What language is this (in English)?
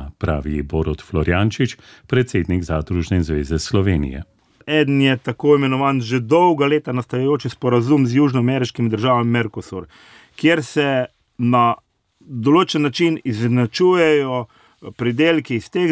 Slovenian